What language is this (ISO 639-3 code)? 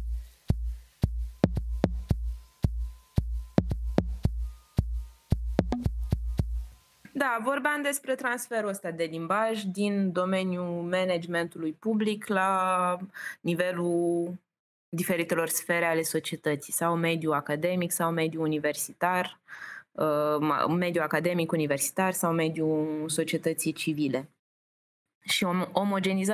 ron